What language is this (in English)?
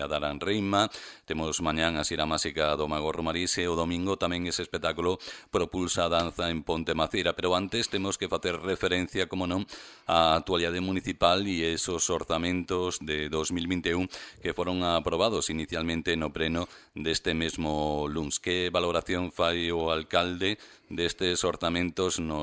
Galician